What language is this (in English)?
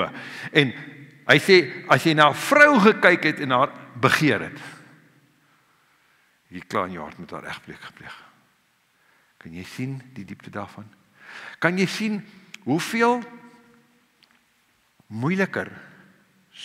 Afrikaans